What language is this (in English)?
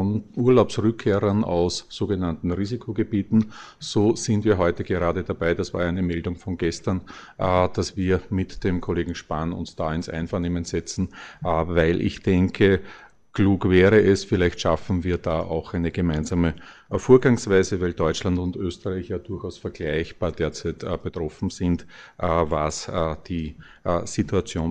German